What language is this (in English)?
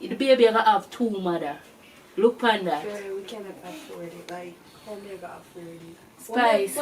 Jamaican Creole English